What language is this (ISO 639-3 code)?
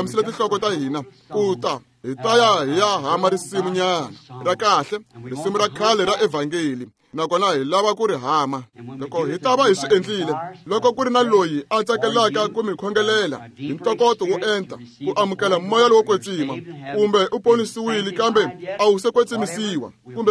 tso